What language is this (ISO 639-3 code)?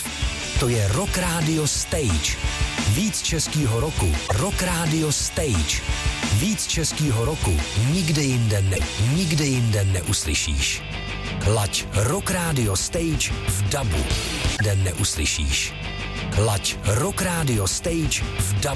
ces